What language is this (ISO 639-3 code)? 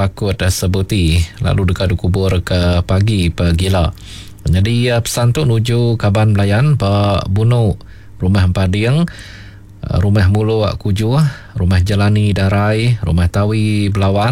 iba